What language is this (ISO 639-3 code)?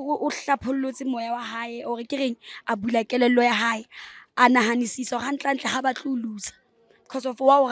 zul